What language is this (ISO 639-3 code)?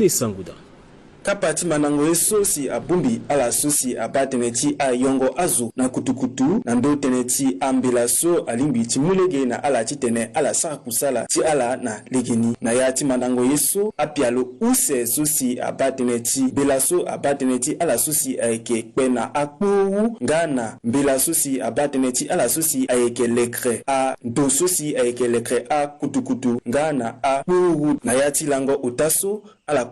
sag